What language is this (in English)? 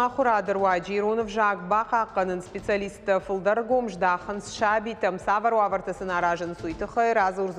Ossetic